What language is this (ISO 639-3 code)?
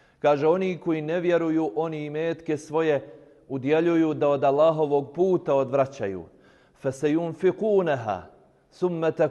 bos